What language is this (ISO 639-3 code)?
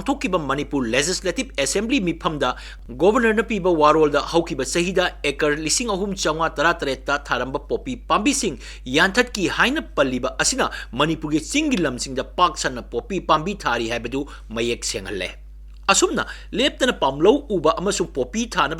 mni